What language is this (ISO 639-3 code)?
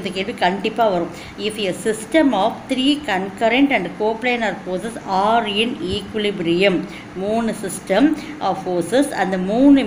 tam